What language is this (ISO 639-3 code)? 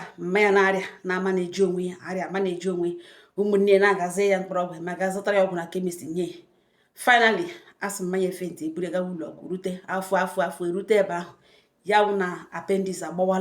ibo